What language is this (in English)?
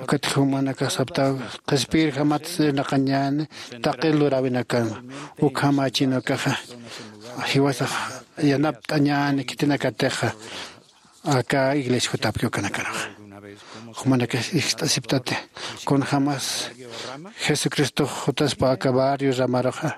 Aymara